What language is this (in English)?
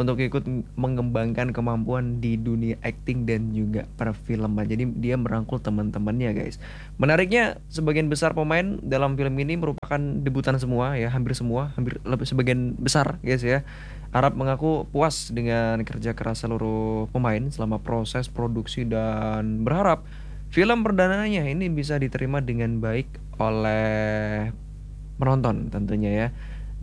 Indonesian